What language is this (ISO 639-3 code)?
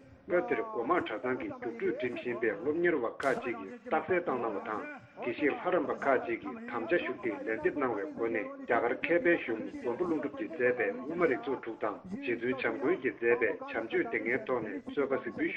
bod